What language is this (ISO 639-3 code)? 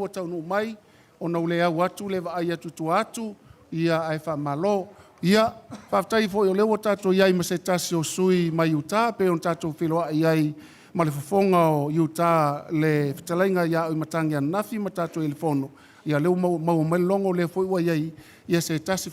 smo